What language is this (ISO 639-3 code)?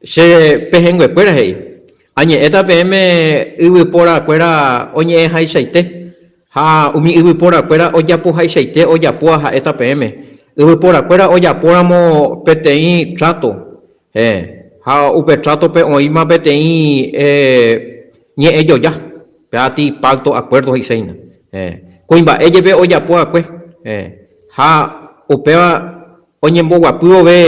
grn